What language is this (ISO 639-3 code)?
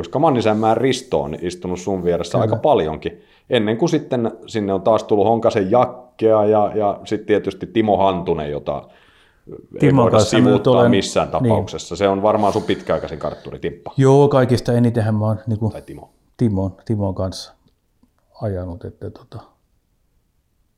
fin